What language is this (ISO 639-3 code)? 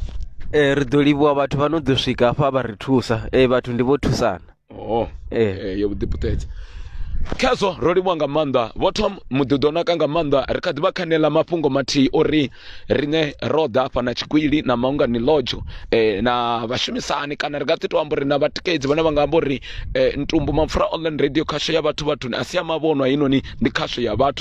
ven